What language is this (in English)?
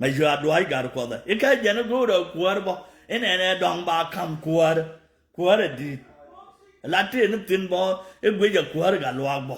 Nuer